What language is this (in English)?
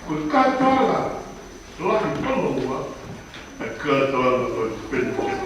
Tongan